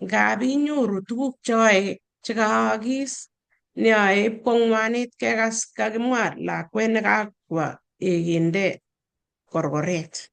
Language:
Kalenjin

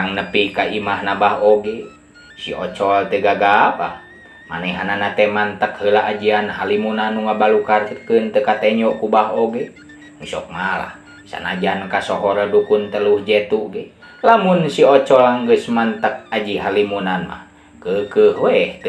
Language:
Sundanese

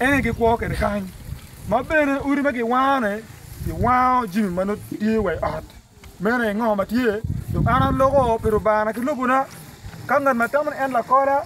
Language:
Acoli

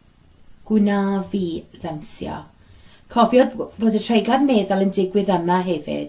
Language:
Welsh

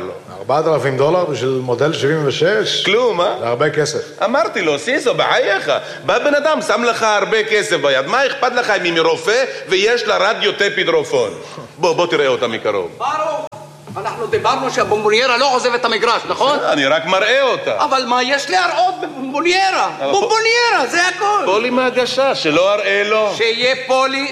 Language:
Hebrew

